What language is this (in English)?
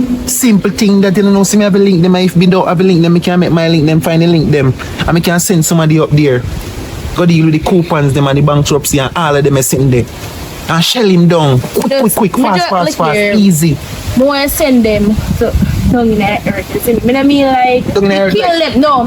Jamaican Creole English